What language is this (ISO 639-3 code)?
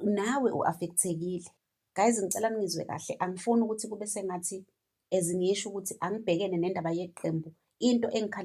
zul